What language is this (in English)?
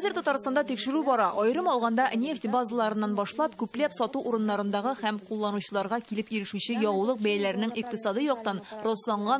Tatar